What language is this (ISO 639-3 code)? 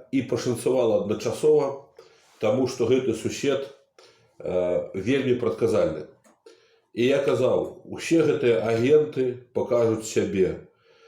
bel